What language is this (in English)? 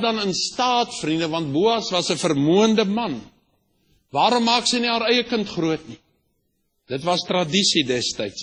Afrikaans